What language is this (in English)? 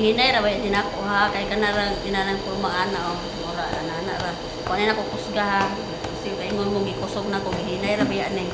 Cebuano